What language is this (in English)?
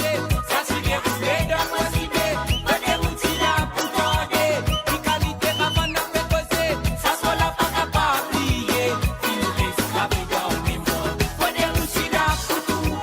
Morisyen